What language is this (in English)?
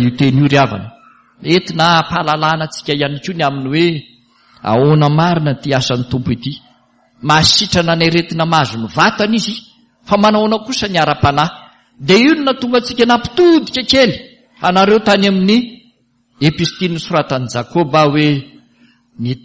Malagasy